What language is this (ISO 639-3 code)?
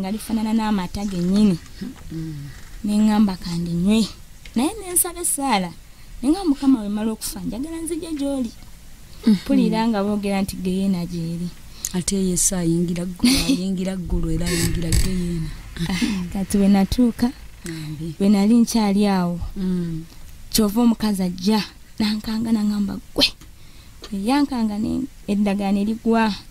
lug